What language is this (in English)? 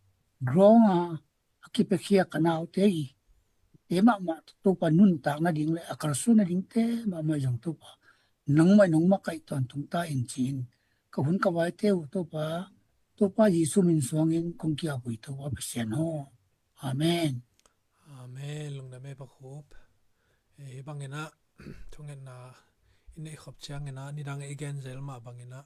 Tedim Chin